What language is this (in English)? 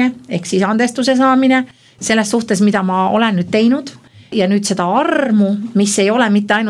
Estonian